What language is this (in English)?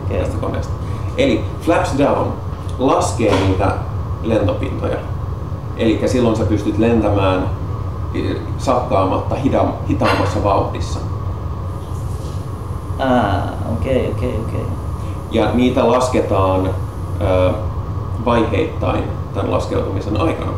Finnish